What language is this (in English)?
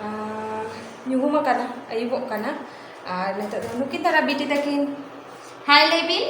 Santali